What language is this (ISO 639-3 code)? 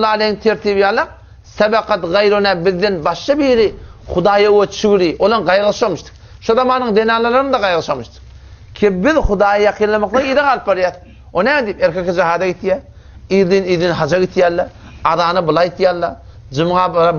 tuk